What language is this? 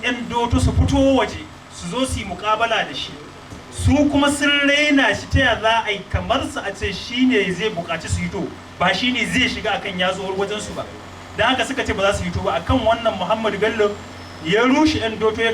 Hausa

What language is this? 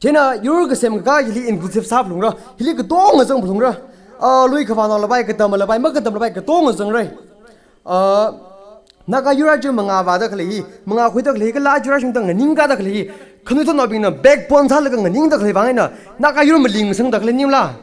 Tangkhul Naga (India)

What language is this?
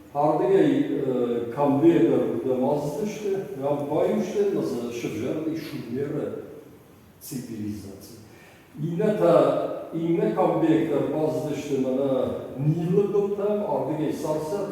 Ossetic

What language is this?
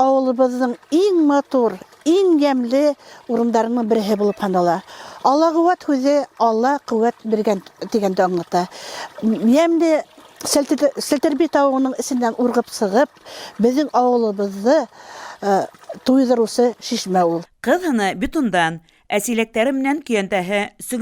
Bashkir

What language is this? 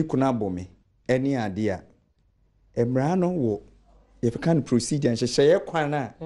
Akan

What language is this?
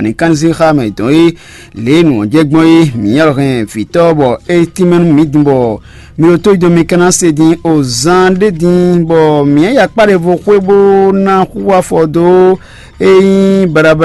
Fon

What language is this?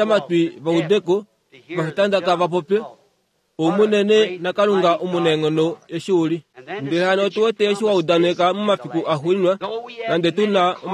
Kuanyama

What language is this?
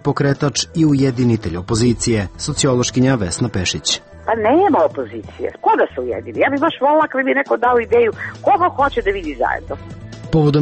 Serbian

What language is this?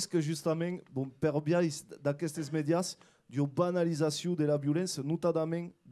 Occitan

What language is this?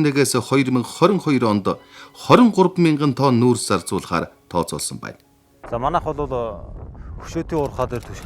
Mongolian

